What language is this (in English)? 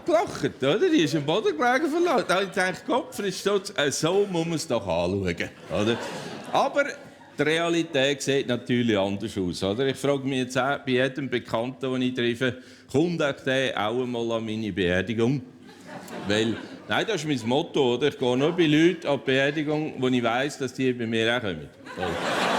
Swiss German